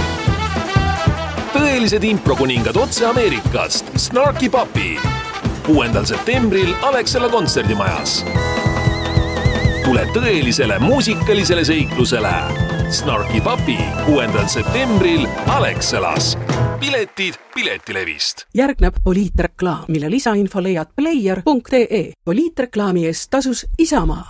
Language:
Estonian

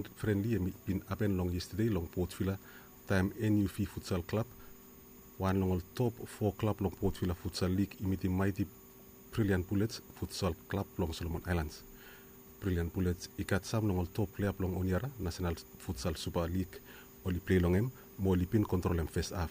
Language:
Bislama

